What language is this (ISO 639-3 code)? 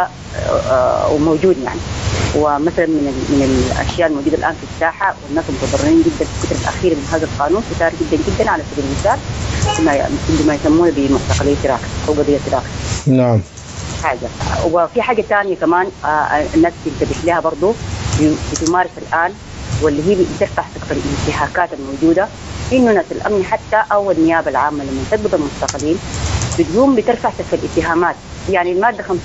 apd